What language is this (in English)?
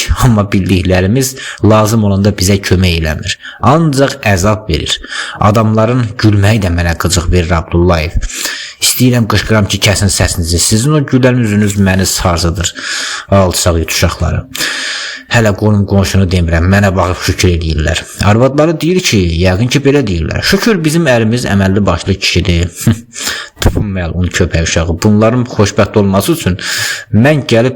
Azerbaijani